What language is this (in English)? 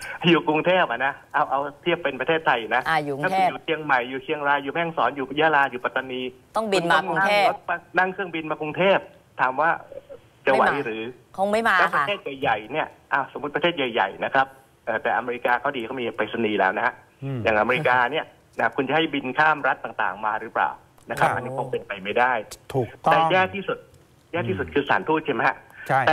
Thai